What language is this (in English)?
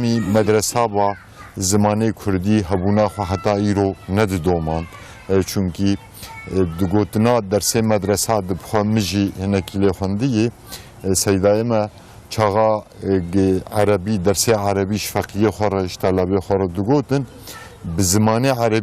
Kurdish